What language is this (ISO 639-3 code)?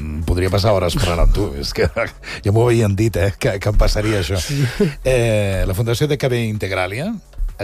cat